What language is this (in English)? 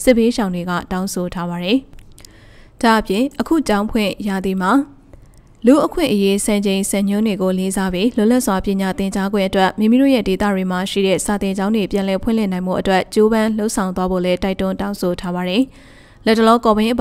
Burmese